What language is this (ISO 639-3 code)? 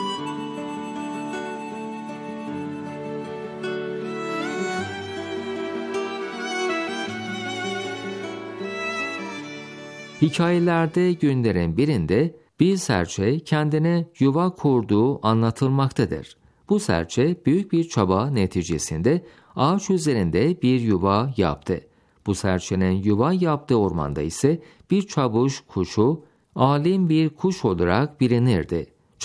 tur